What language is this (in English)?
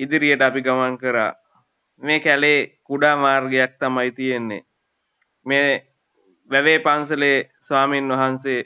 Sinhala